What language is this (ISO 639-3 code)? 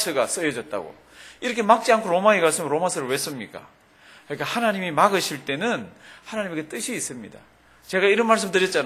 kor